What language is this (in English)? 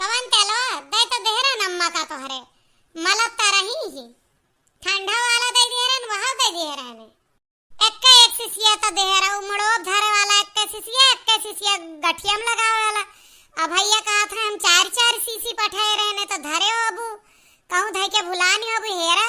Awadhi